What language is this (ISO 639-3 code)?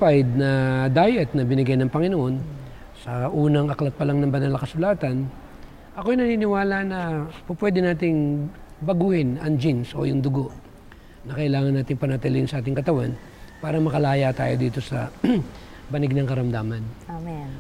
fil